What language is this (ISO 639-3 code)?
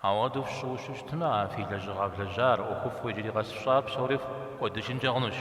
kbd